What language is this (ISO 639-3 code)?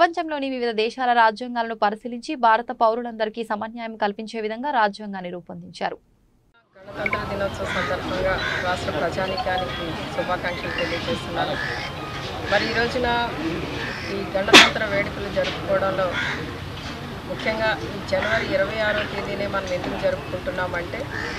tel